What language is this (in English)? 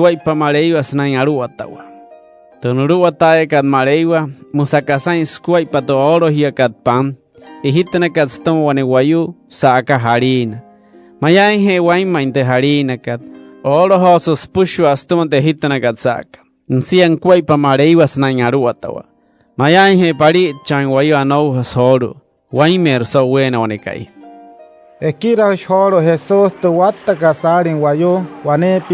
Wayuu